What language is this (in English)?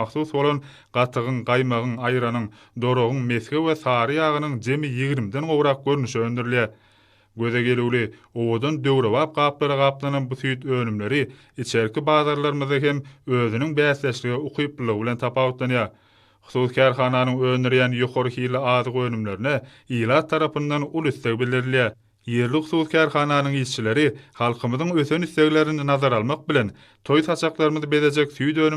Turkmen